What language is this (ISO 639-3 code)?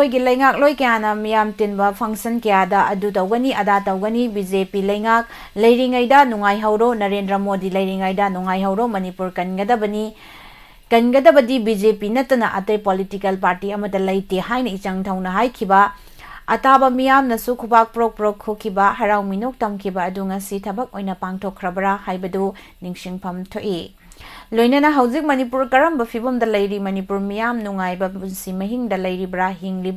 mni